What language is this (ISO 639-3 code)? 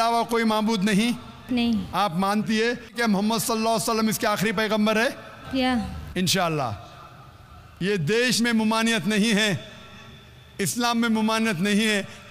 hin